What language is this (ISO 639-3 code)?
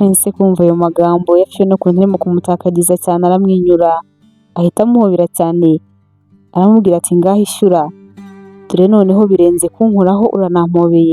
kin